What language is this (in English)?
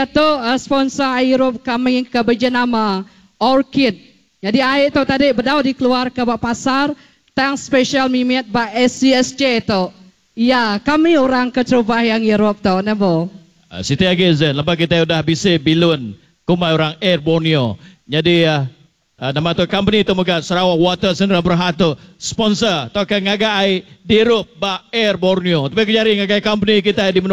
Iban